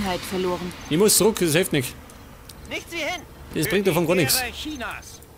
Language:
Bavarian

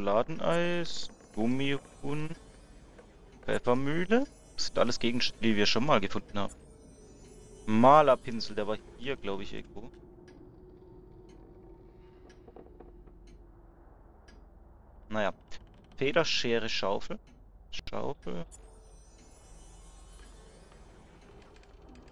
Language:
German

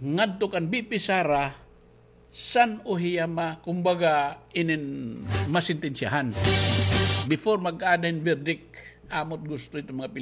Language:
Waray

